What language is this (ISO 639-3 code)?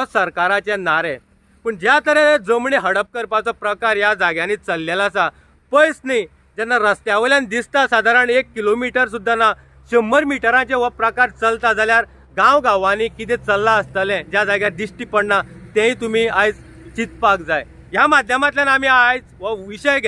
kok